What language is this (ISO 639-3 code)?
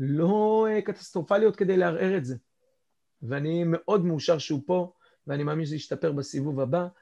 heb